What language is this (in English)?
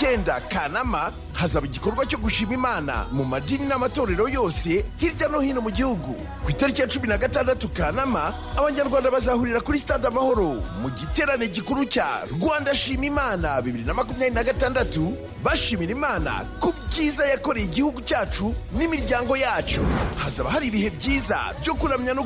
Kinyarwanda